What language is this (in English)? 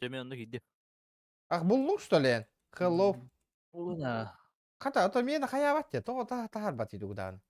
Yakut